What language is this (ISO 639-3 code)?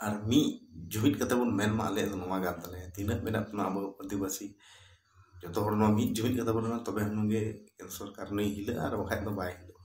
sat